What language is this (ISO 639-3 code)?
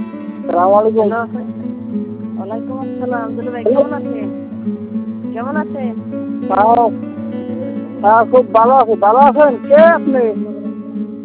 ben